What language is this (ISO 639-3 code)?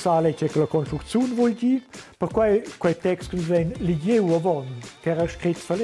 roh